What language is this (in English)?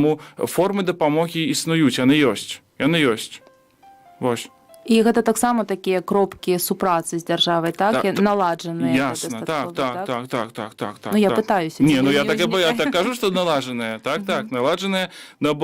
Belarusian